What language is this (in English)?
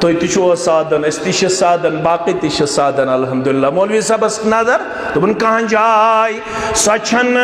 Kashmiri